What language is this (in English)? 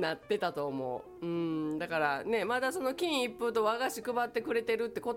Japanese